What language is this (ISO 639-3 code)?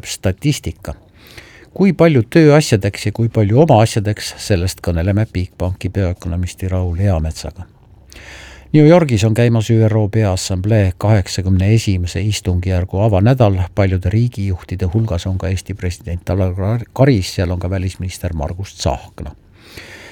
est